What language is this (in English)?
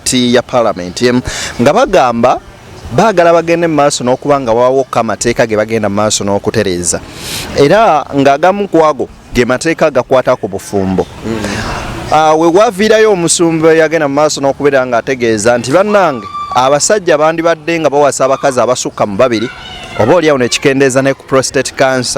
Ganda